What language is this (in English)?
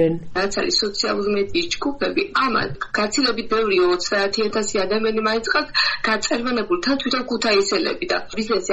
Georgian